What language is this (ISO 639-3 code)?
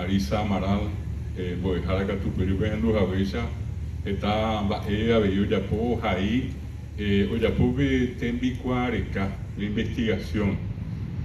grn